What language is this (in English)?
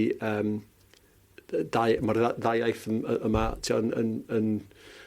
Welsh